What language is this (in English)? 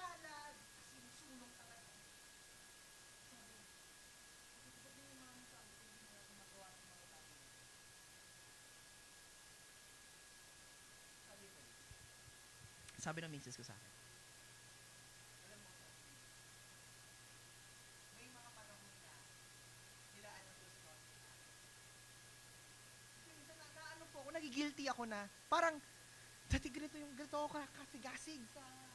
Filipino